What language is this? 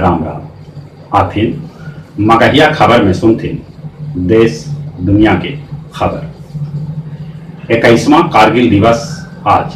Magahi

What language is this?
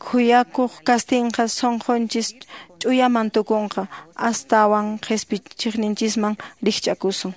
Quechua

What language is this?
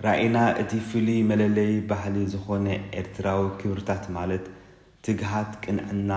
Tigrinya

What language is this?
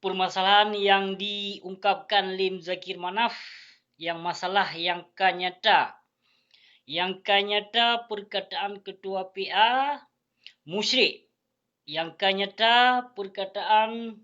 Achinese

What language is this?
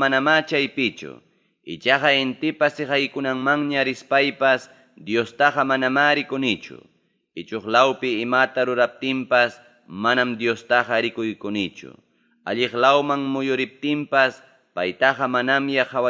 Ayacucho Quechua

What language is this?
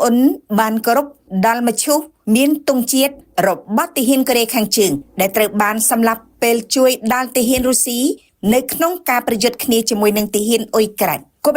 Khmer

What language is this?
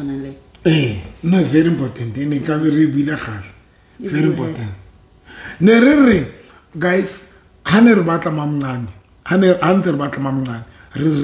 Southern Sotho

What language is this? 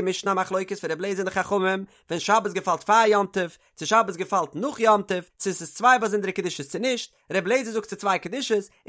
Yiddish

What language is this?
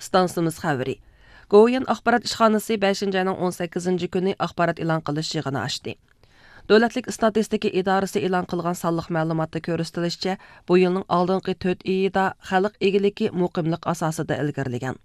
Uyghur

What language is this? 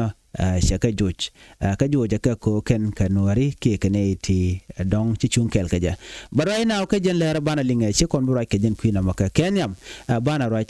Nuer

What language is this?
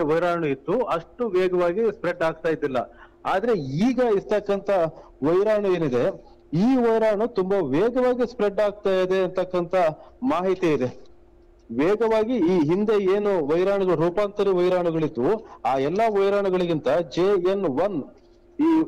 Kannada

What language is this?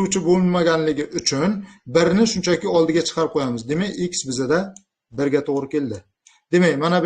Uzbek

